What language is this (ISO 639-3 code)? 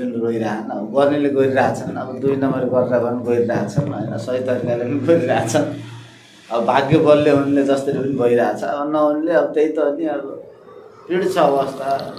nep